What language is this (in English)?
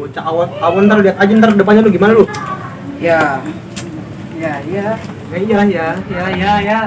Betawi